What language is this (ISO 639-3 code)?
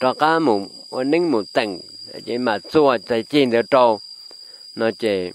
hmn